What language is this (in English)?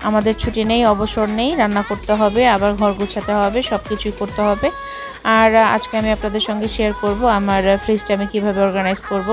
Bangla